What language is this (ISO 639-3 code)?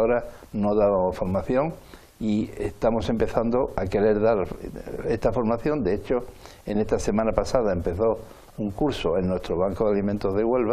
spa